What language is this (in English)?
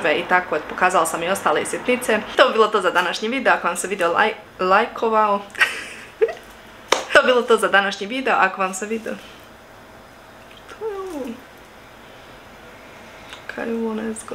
Croatian